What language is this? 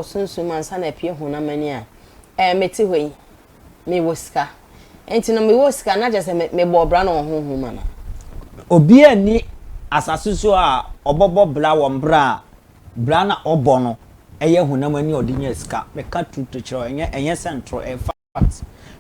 Akan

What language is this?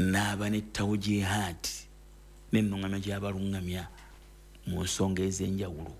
Ganda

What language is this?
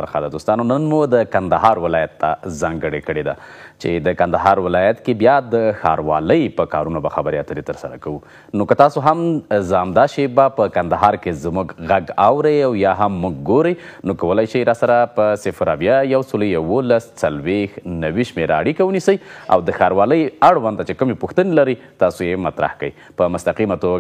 Pashto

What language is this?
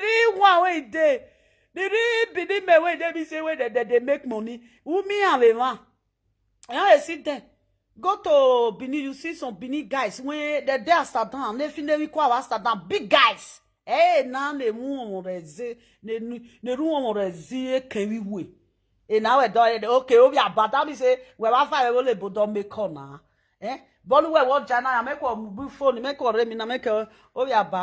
Nigerian Pidgin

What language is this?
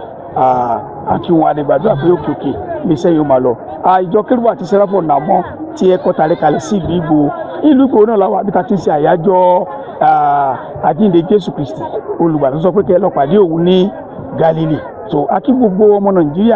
Yoruba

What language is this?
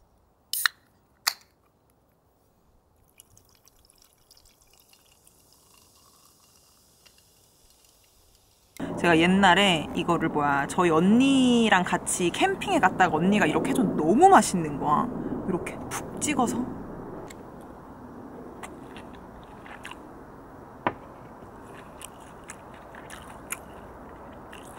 Korean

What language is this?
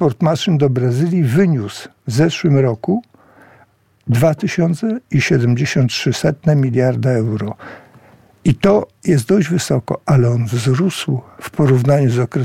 Polish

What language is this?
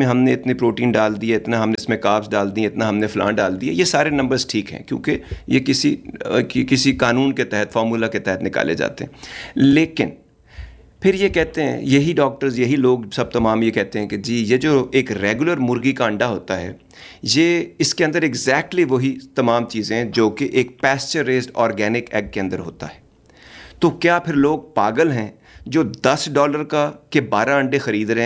Urdu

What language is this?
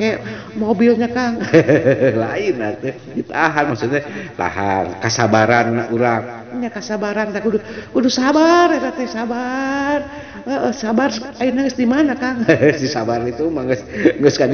Sundanese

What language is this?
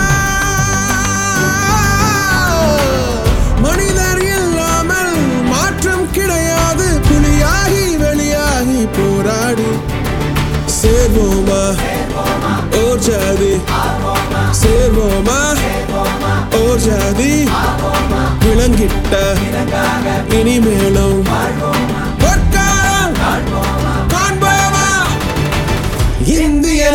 Tamil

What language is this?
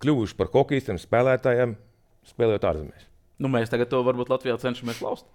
Latvian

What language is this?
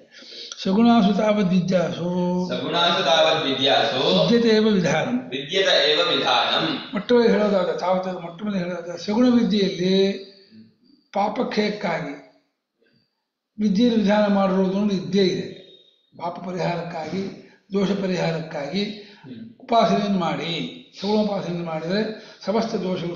Kannada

